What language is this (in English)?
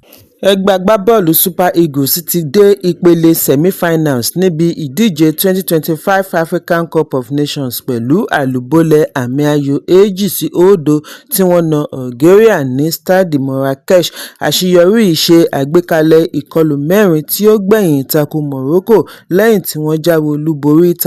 Yoruba